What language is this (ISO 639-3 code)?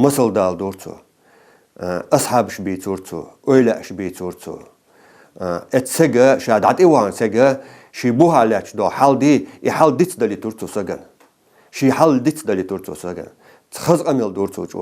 inh